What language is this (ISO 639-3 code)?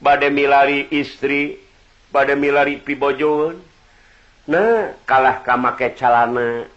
sun